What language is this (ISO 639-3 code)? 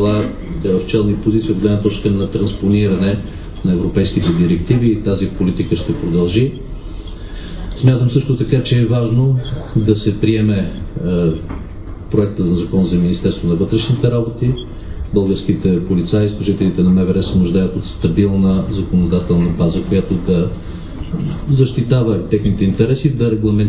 bul